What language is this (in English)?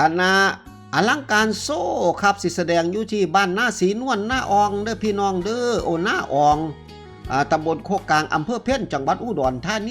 Northeastern Thai